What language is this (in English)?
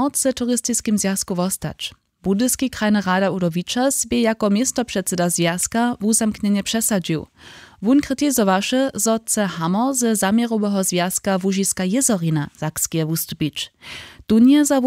Upper Sorbian